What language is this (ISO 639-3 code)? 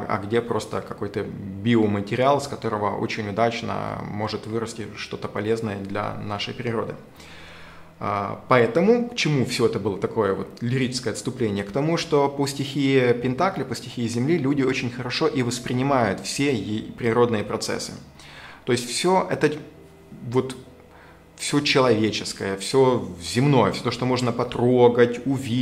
rus